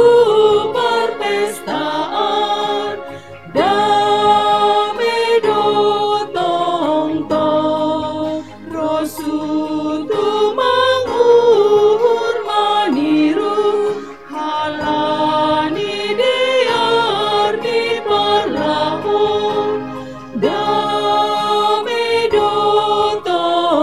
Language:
Batak Simalungun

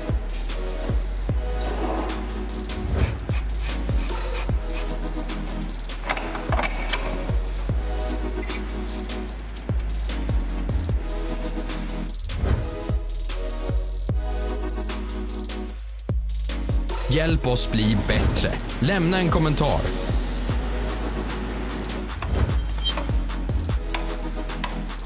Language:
Swedish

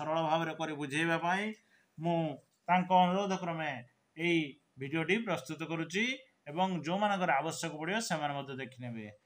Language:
Odia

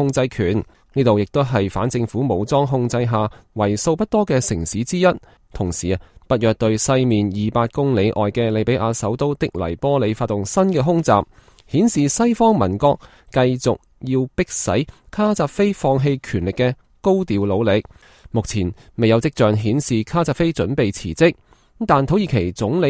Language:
Cantonese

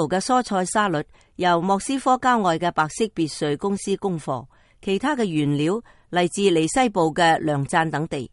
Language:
Cantonese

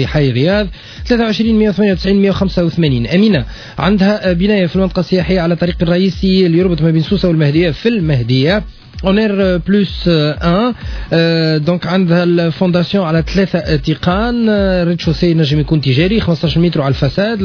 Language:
Tunisian Arabic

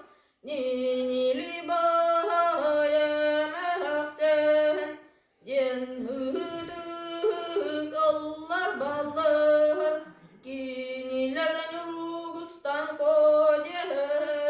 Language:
Yakut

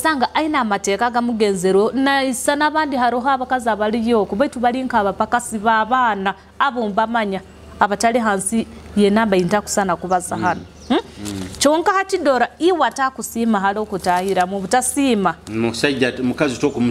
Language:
Nyoro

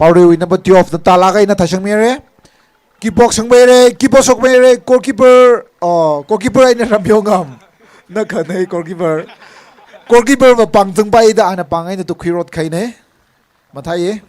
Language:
Tangkhul Naga (India)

